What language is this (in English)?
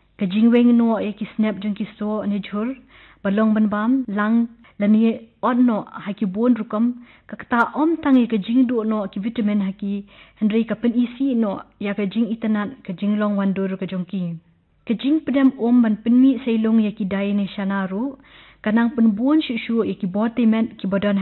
Khasi